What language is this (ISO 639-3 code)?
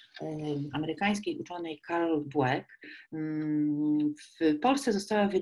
pol